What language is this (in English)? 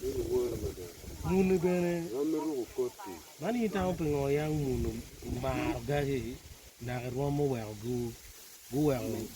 Acoli